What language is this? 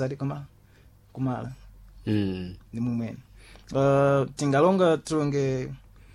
Sena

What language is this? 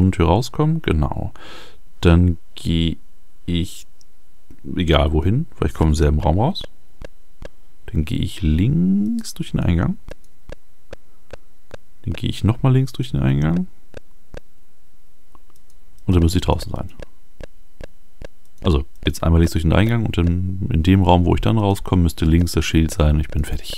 German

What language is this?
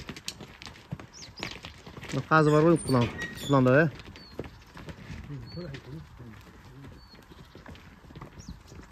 Kazakh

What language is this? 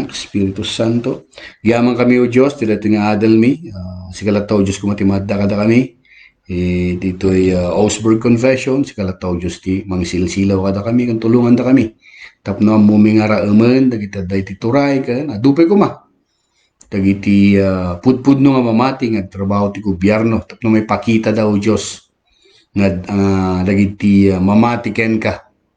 Iloko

